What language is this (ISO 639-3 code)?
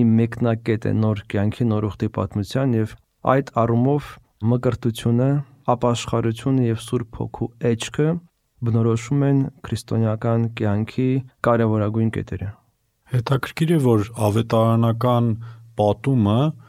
hye